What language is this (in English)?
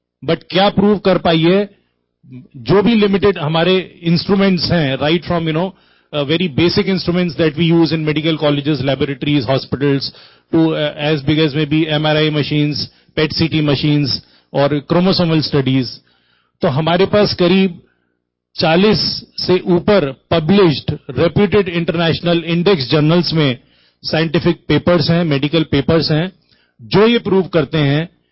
Hindi